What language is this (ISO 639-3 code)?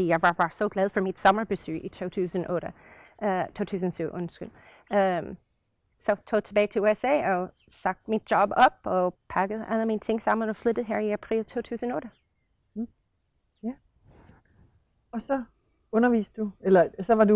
dan